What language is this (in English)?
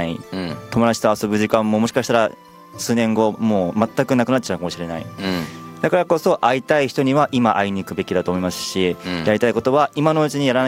Japanese